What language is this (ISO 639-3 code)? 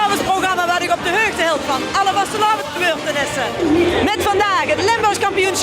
lim